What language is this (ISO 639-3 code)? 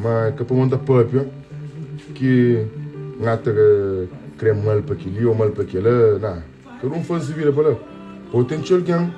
kea